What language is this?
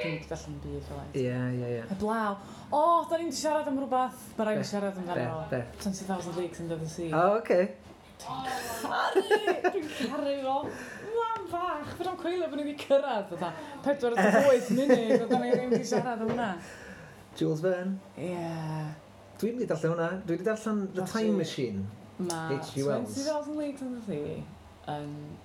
Welsh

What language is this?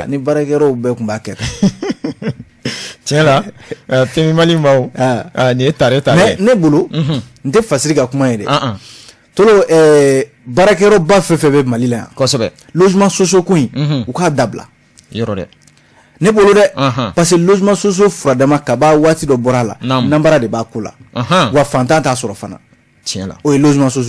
Bambara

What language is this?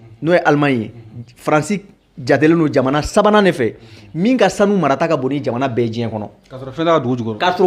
Bambara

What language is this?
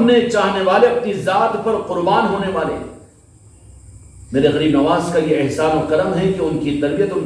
Urdu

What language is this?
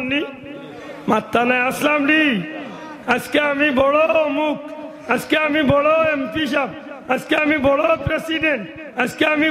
Sylheti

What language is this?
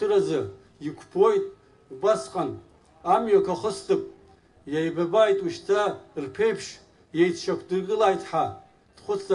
Abkhazian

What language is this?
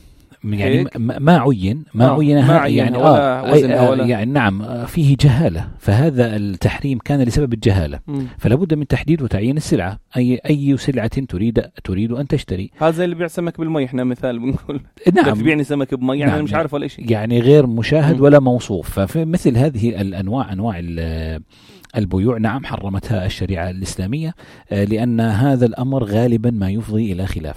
North Levantine Arabic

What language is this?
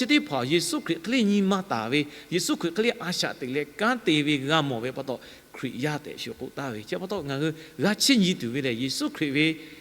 Lahu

